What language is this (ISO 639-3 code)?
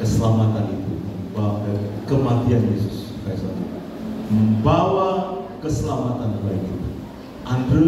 nia